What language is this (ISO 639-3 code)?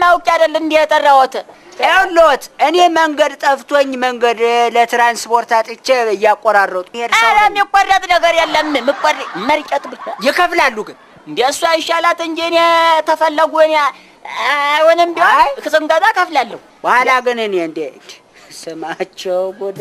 amh